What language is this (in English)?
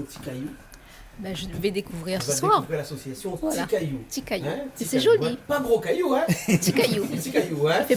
Réunion Creole French